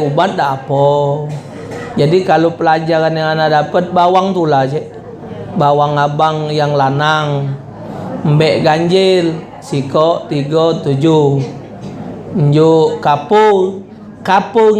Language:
Musi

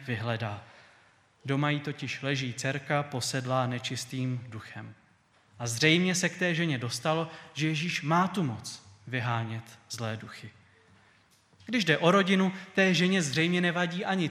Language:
Czech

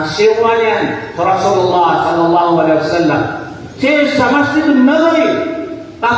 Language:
Maranao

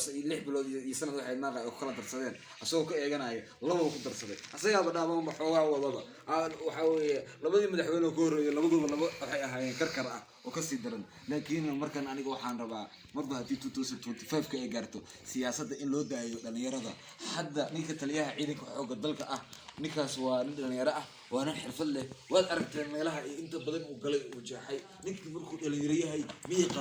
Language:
Somali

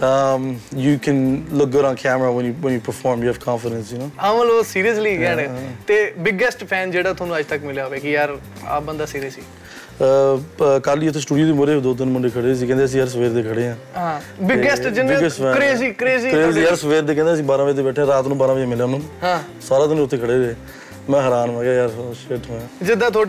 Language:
Punjabi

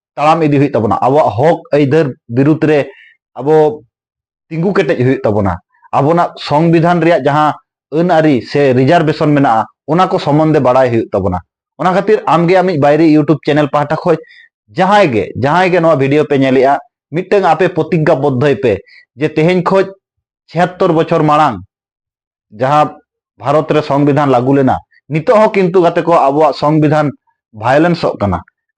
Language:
Santali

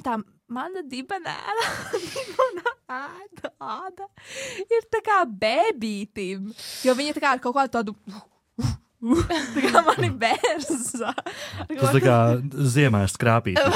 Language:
Latvian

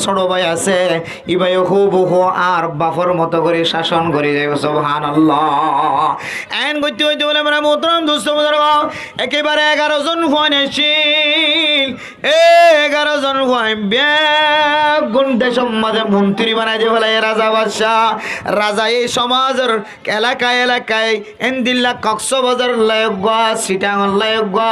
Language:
Rohingya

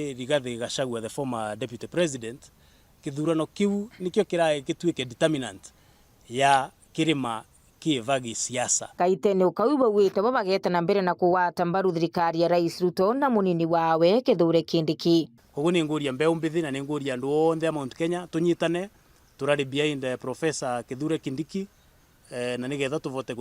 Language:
Meru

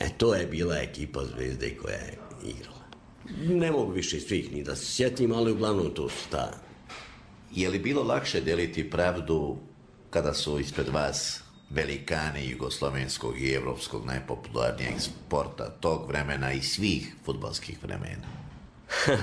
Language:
Serbian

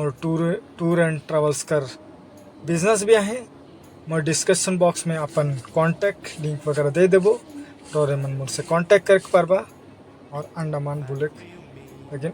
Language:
Sadri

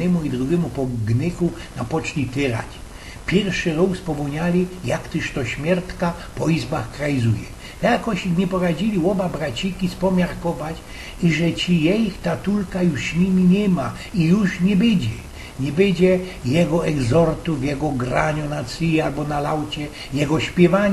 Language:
Silesian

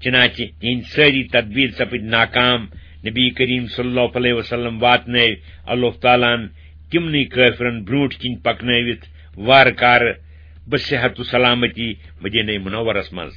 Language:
Kashmiri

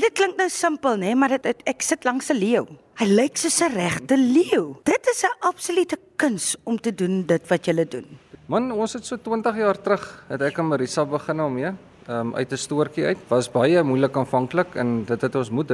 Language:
Afrikaans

